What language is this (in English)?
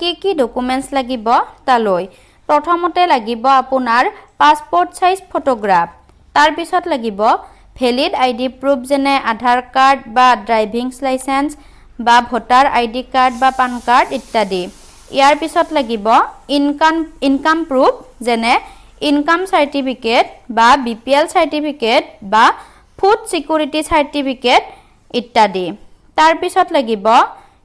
Assamese